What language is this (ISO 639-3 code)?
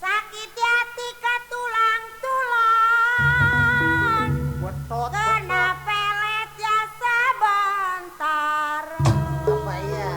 bew